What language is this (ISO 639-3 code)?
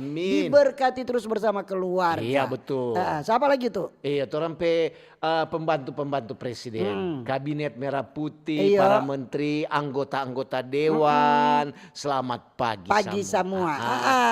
xmm